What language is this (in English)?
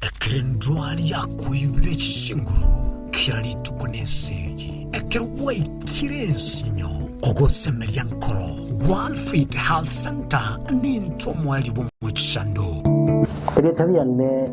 Gusii